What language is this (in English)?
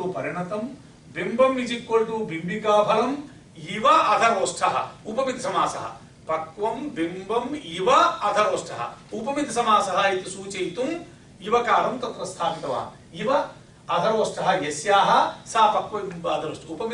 Sanskrit